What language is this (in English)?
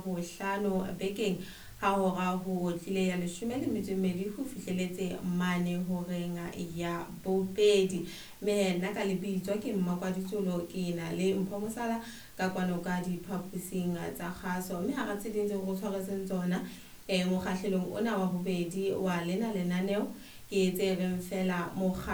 Southern Sotho